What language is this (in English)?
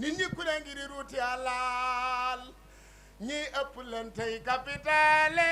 Wolof